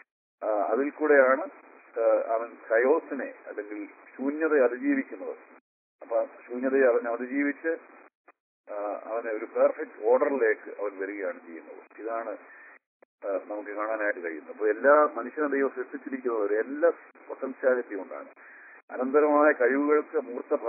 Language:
Malayalam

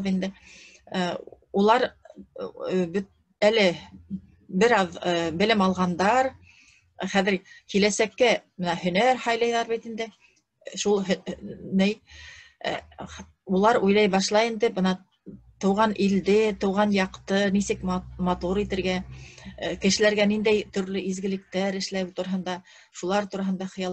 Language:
Bashkir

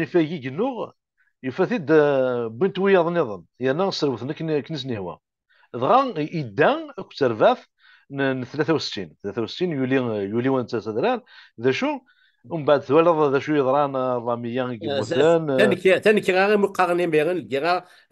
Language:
Kabyle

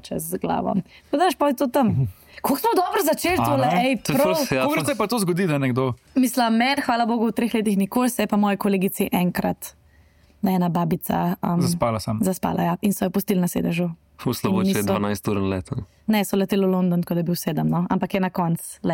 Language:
Slovenian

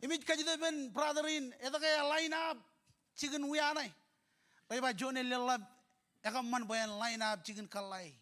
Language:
Marshallese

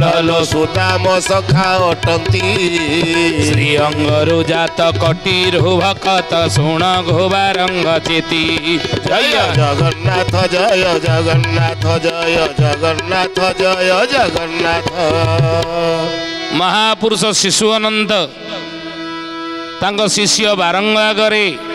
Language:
Odia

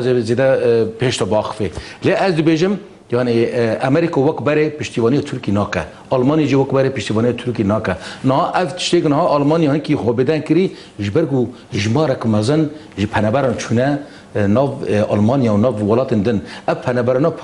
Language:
Kurdish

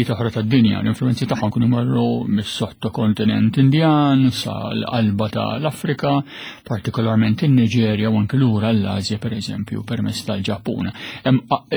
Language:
Maltese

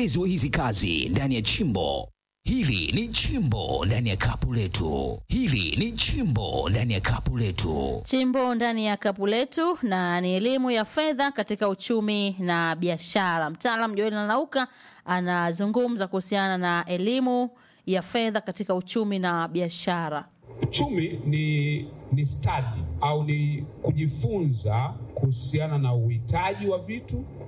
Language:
Swahili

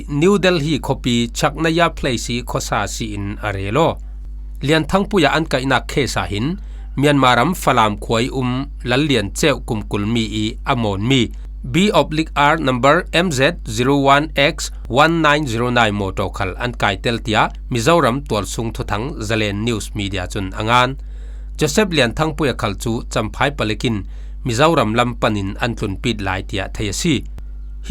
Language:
Falam Chin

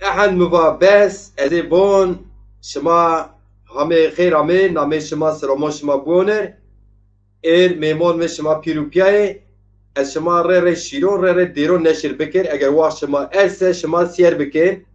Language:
Zaza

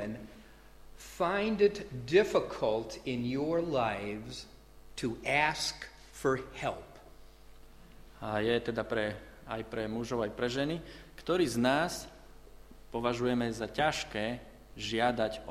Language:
Slovak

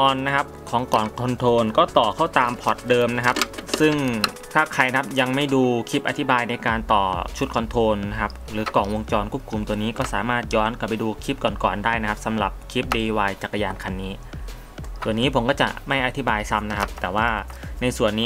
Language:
Thai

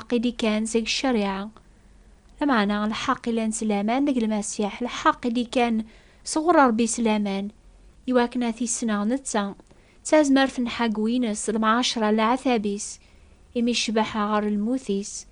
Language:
Kabyle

